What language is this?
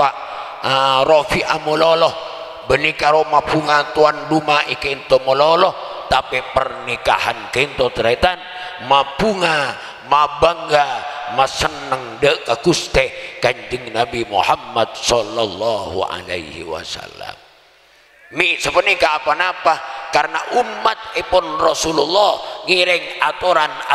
Madurese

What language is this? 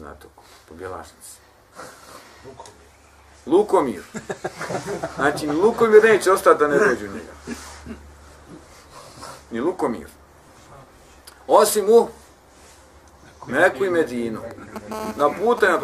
Bosnian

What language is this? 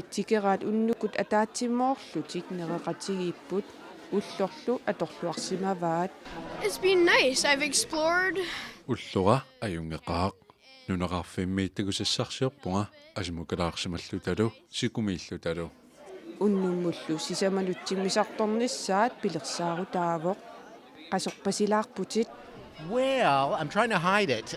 Kalaallisut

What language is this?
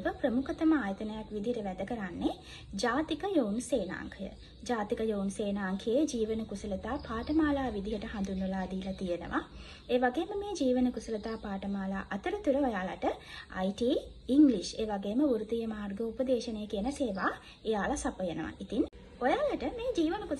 Sinhala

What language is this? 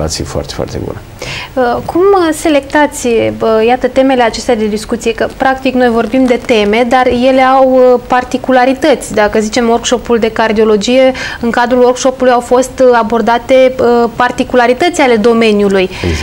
Romanian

